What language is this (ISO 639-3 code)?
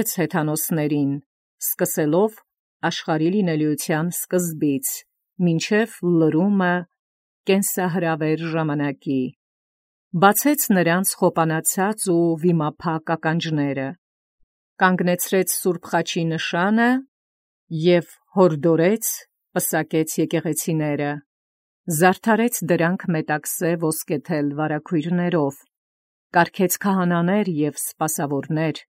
hye